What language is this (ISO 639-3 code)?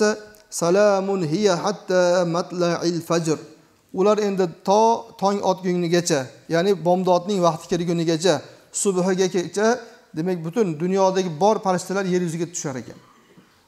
uzb